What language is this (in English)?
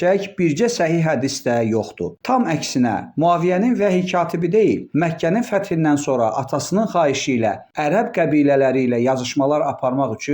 Azerbaijani